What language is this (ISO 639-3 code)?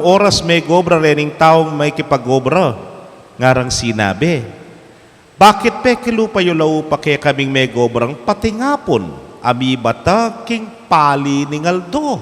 pam